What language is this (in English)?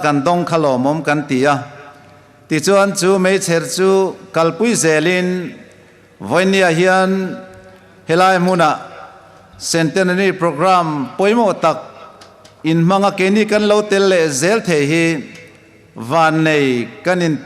Hmar